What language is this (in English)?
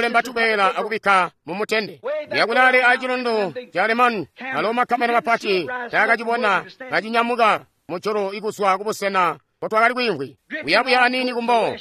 Tonga (Zambia)